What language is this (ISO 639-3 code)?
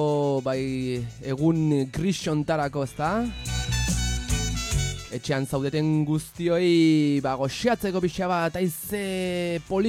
eus